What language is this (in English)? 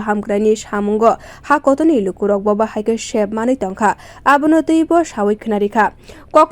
Kok Borok